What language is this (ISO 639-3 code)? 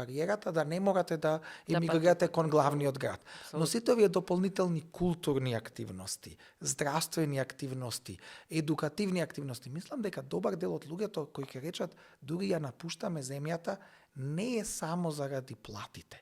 mkd